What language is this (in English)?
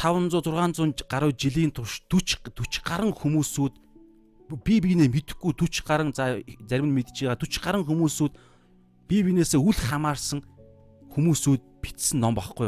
Mongolian